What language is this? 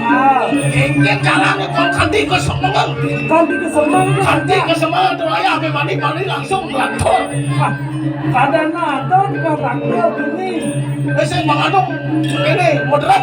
Balinese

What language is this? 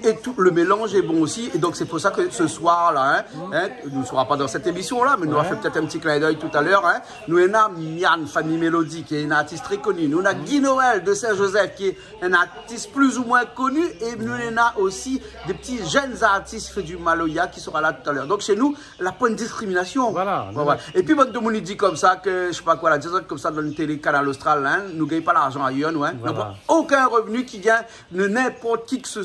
Réunion Creole French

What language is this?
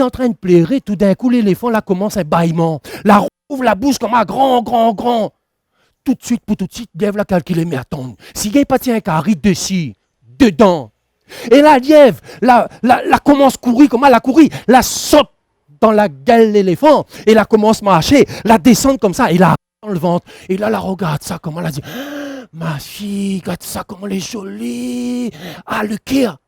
Réunion Creole French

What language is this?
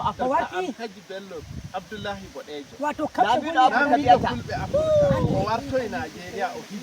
Nigerian Fulfulde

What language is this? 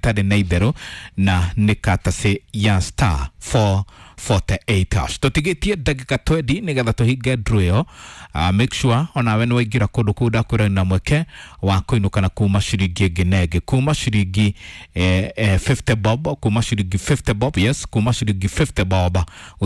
Kikuyu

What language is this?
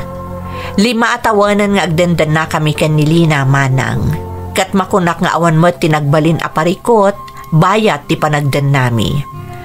Iloko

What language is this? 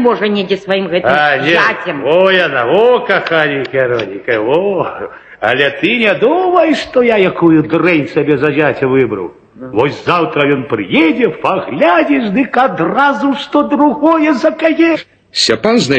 Belarusian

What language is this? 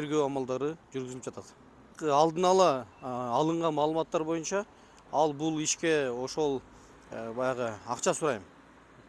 Kyrgyz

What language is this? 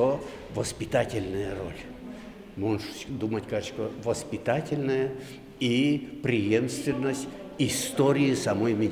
Udmurt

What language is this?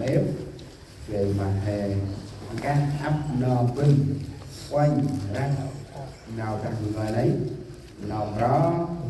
Central Mnong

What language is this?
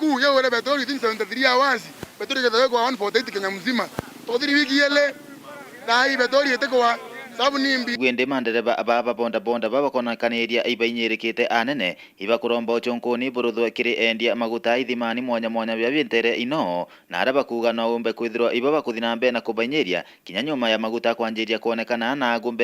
Meru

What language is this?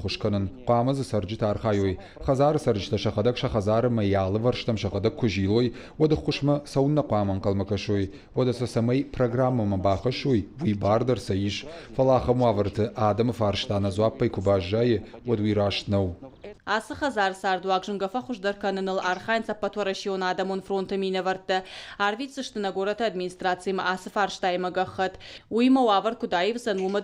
Ossetic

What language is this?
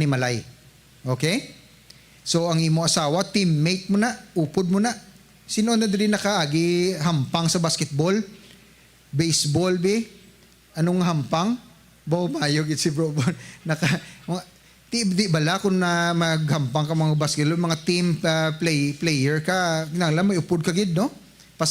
Hiligaynon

